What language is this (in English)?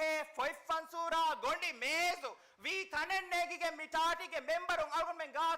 Divehi